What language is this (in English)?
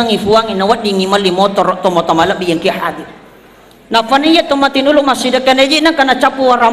Buginese